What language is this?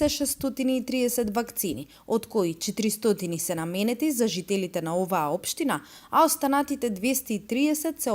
Macedonian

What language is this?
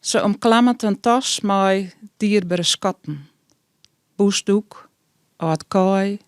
Western Frisian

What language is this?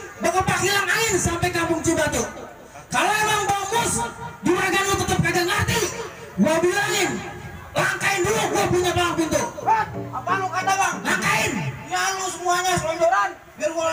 Betawi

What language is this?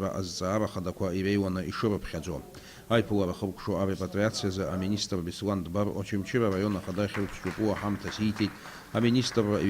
Abkhazian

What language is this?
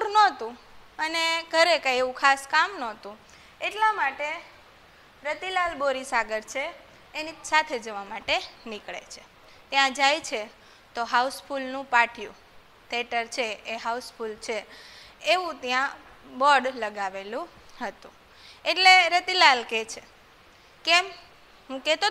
Gujarati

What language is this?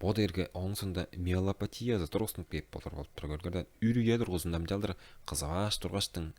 Tuvinian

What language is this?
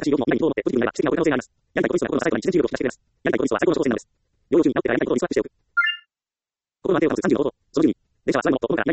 Japanese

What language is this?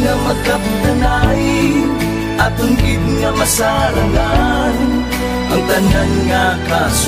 Hiligaynon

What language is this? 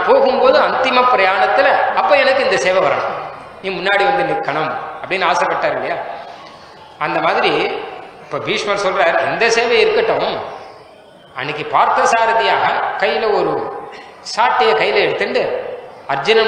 Tamil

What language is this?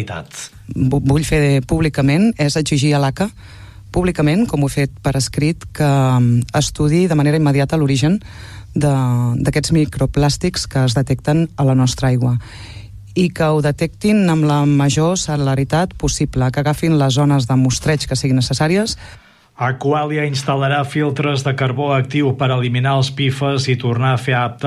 Catalan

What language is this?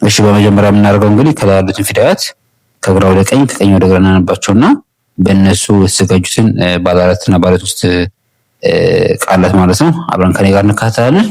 Amharic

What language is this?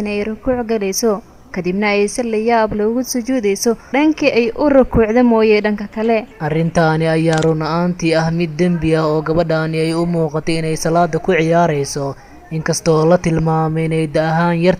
Somali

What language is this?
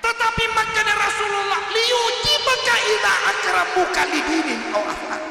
Buginese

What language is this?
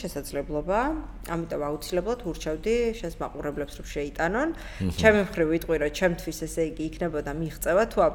Georgian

